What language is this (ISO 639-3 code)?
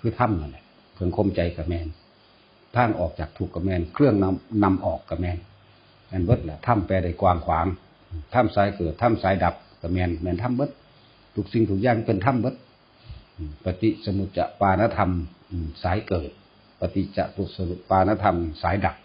tts